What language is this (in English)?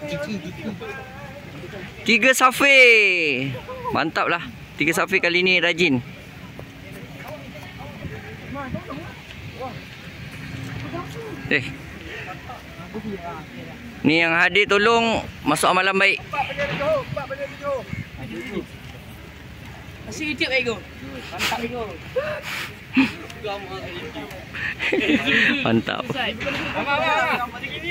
Malay